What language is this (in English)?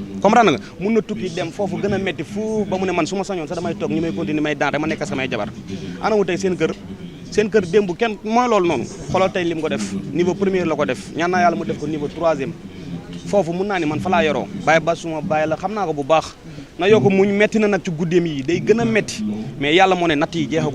Wolof